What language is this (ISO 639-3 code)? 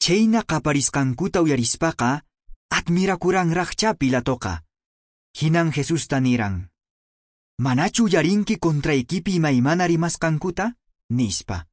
que